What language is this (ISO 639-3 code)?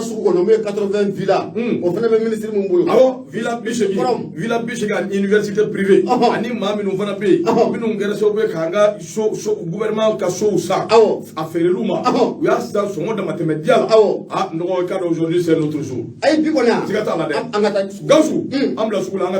bam